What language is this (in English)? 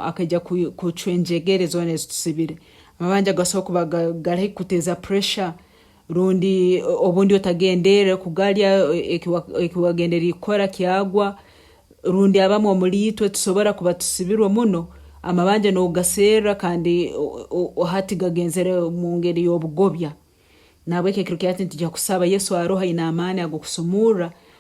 Nyankole